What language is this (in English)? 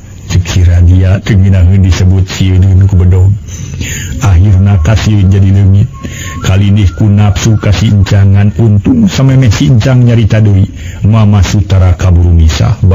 Sundanese